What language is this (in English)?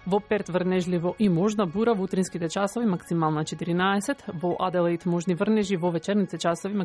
Macedonian